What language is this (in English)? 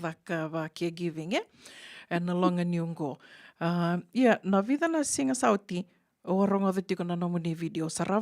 Fijian